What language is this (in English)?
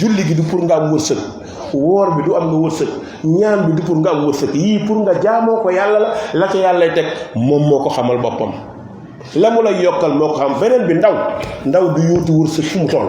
Wolof